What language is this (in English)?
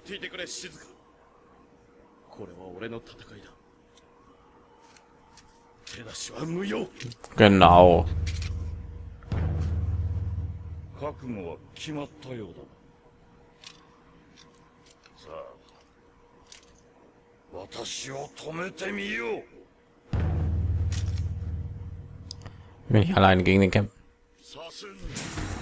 German